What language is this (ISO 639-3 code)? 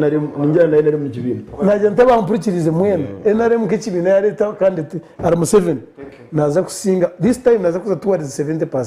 nyn